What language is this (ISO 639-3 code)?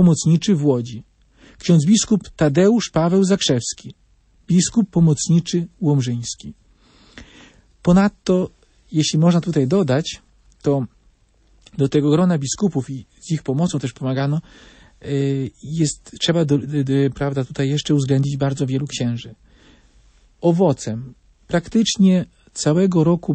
pol